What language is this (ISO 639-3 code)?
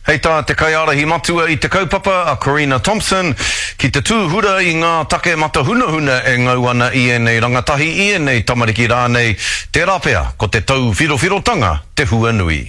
mri